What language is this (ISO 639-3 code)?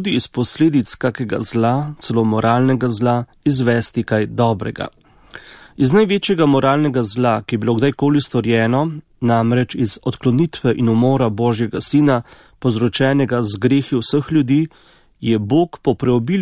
slv